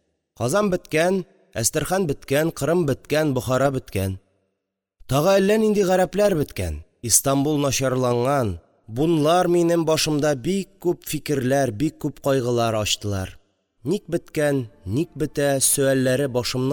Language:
Tatar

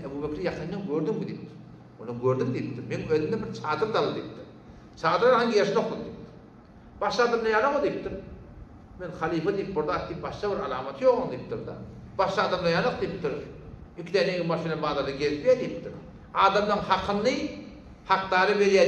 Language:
Turkmen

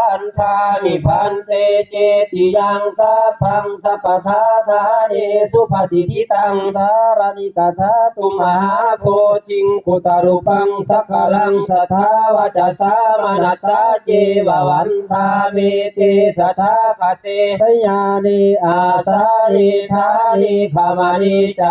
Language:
Pali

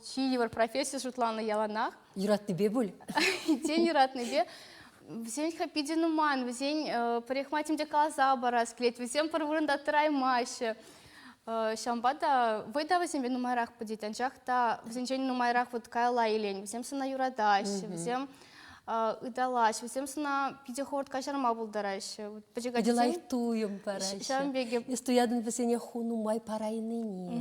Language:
Chuvash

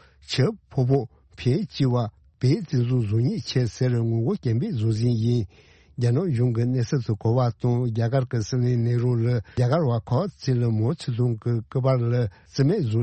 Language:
Tibetan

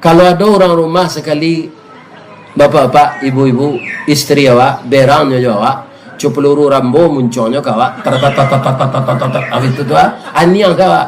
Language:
Minangkabau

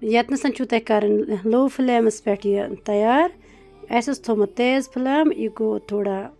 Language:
Kashmiri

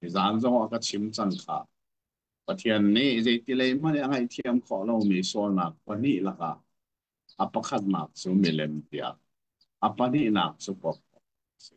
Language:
Hakha Chin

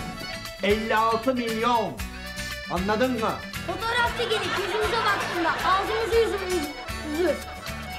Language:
Turkish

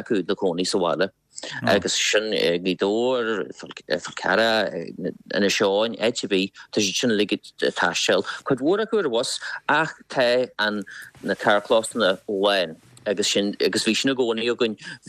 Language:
Irish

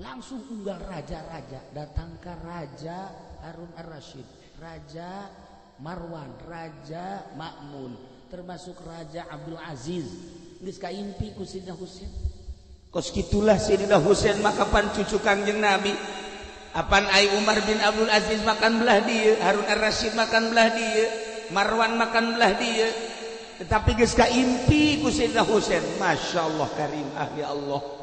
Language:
Sundanese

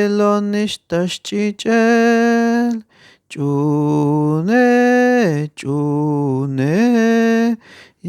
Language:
Tzeltal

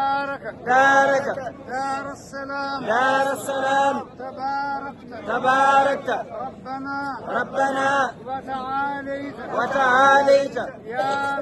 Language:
Fula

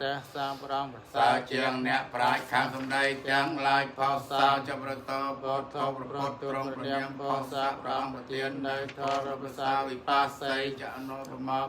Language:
Khmer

